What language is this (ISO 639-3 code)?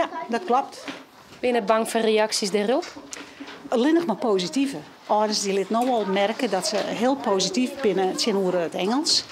fry